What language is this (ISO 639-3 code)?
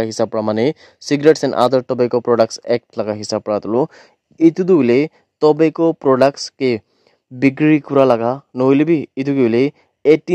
nag